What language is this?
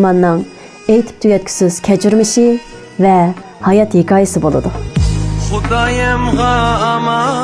Uyghur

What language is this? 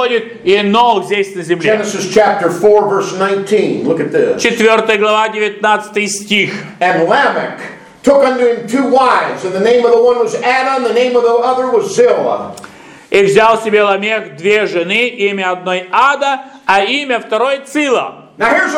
Russian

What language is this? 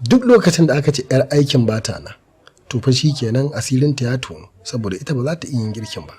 Hausa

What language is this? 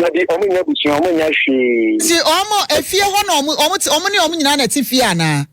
Akan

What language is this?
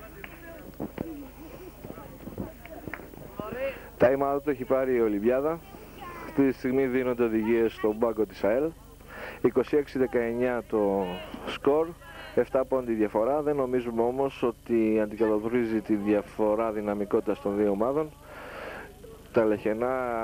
Greek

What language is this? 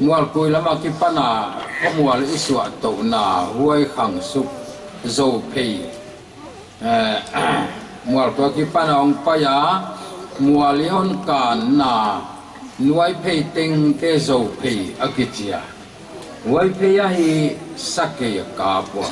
Paite Chin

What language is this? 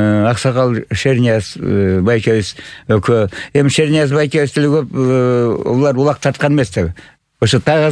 Kyrgyz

